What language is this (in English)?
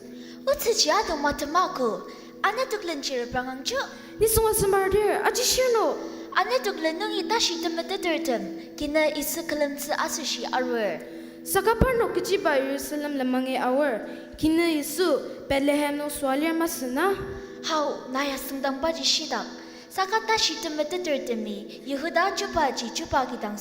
Ao Naga